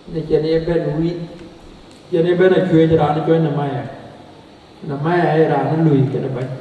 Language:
Dinka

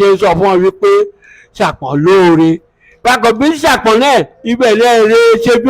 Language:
Yoruba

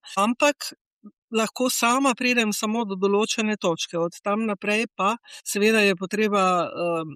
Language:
Slovenian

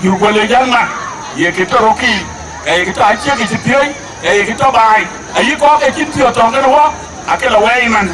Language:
Dinka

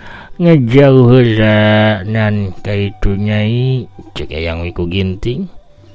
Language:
Sundanese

